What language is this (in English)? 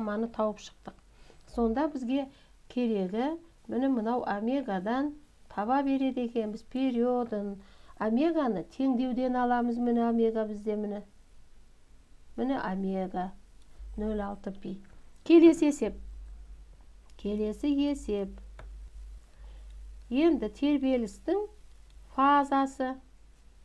Kazakh